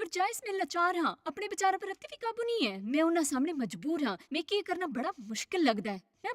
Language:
Dogri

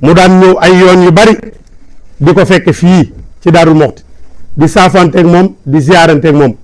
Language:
Wolof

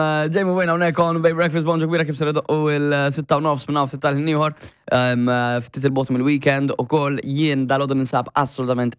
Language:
Maltese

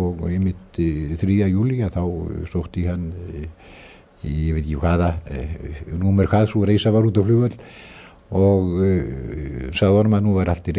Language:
Icelandic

